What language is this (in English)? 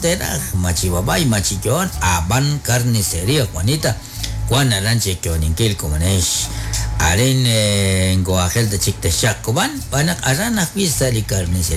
Kekchí